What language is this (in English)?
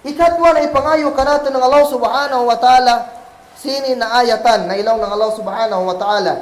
Kagan Kalagan